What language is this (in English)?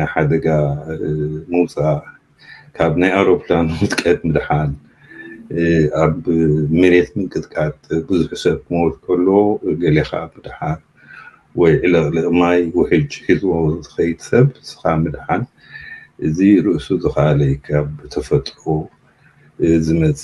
Tigrinya